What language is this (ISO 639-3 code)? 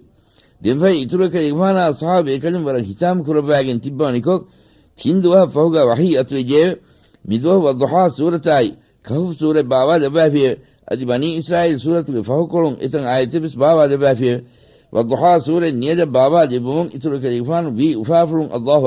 div